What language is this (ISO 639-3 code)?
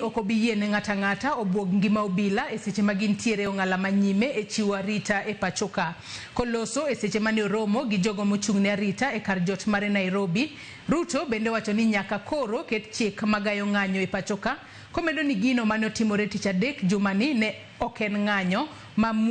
luo